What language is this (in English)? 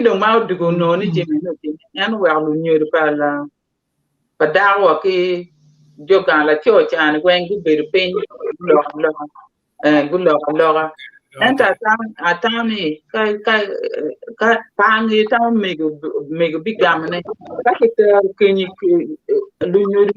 Acoli